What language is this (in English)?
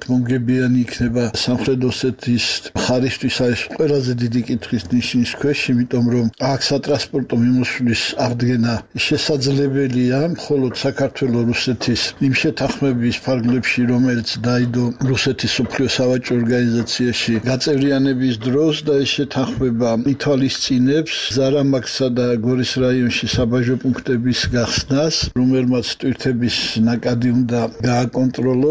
Georgian